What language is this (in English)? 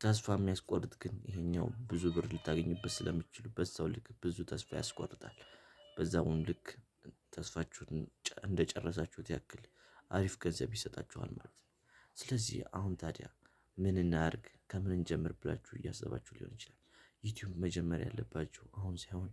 Amharic